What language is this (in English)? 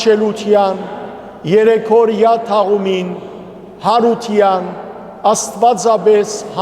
Western Armenian